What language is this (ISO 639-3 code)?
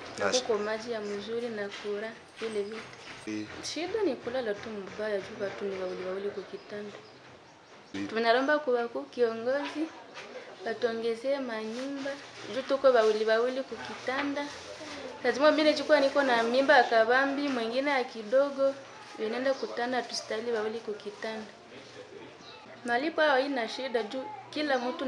swa